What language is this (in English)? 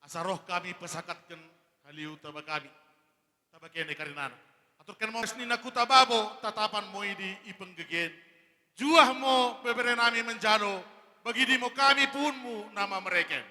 Batak Toba